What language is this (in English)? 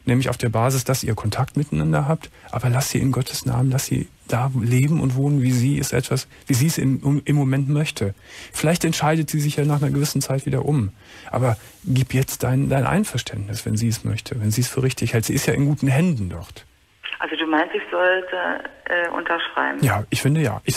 German